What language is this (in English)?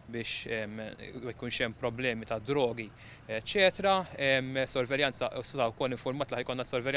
Maltese